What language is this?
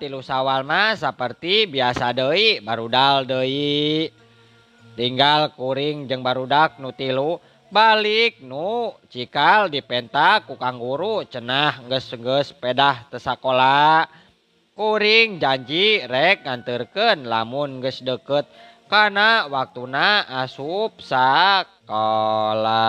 Sundanese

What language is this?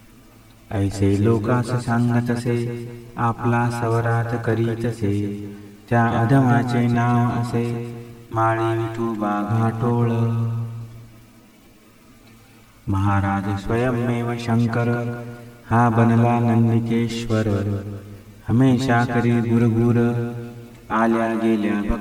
Marathi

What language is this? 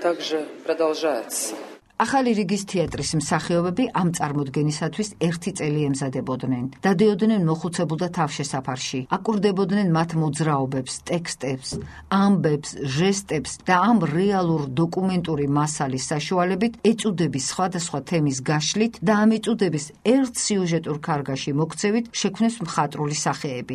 Georgian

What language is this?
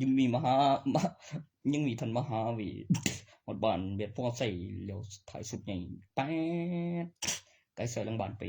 Northeastern Thai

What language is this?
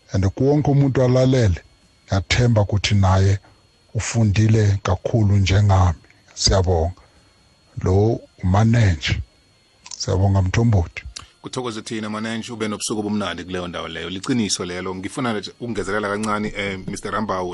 South Ndebele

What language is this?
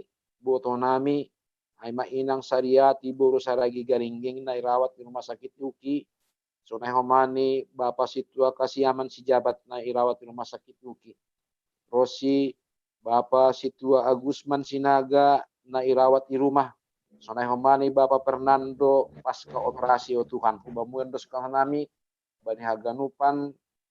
Batak Simalungun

